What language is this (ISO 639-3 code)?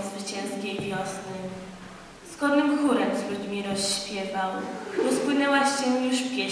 pol